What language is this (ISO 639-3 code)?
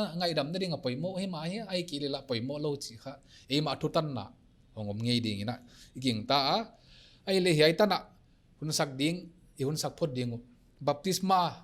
pck